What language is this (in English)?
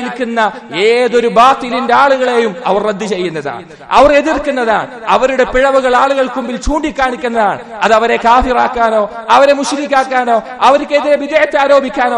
Malayalam